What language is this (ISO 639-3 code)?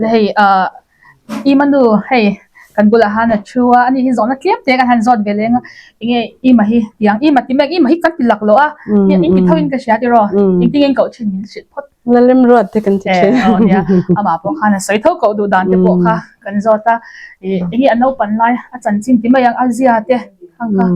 lus